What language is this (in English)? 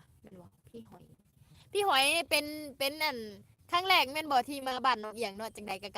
Lao